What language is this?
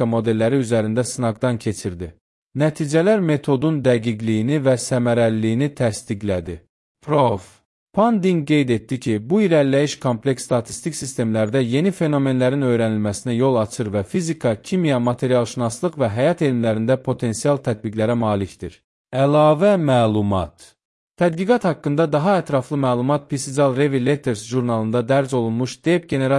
Azerbaijani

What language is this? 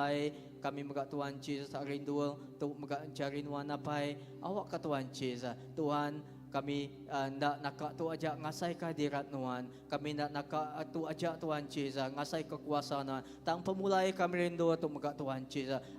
Iban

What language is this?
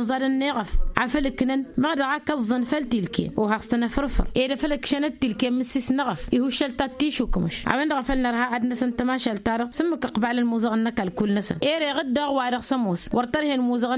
Tamasheq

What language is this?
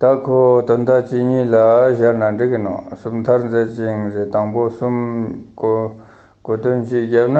Ladakhi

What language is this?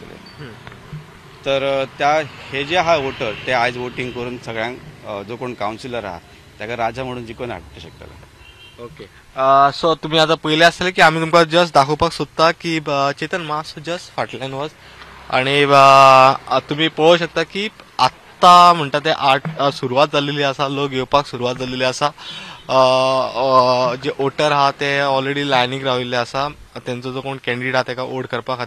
Konkani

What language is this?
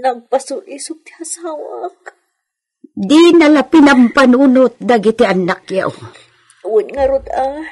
Iloko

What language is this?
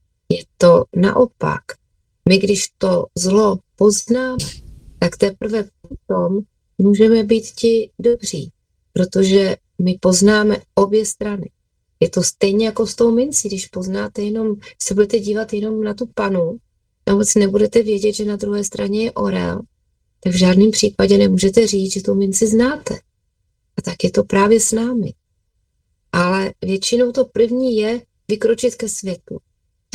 Czech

